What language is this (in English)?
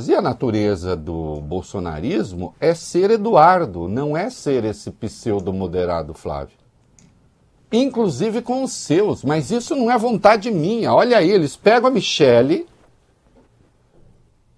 Portuguese